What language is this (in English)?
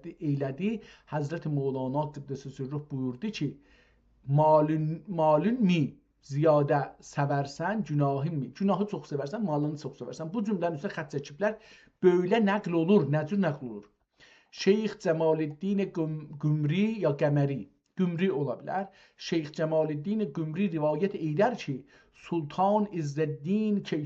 South Azerbaijani